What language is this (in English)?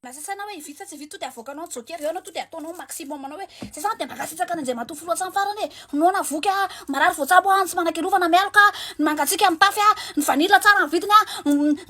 Malagasy